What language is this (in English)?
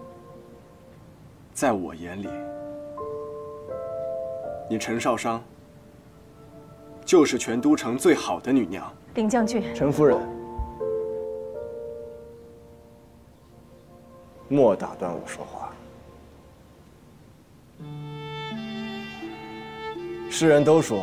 Chinese